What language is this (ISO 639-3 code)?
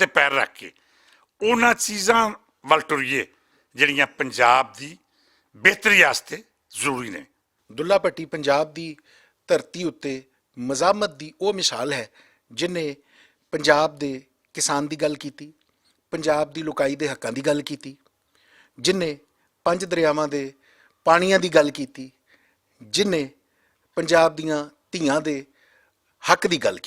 lah